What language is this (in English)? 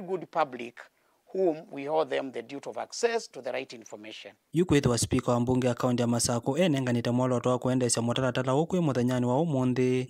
Kamba